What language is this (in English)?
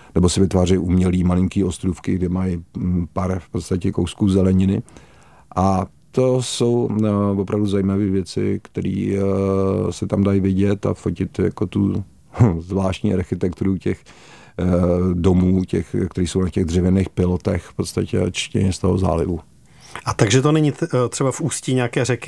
Czech